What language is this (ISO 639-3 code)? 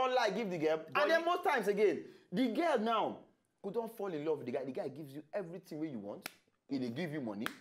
pcm